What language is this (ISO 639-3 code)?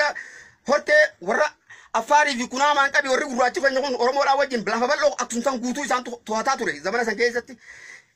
orm